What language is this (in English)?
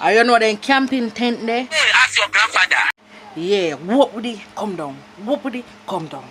Jamaican Creole English